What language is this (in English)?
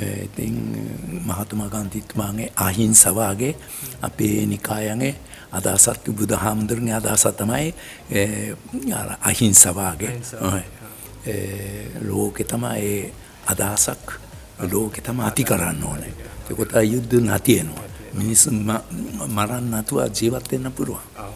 Sinhala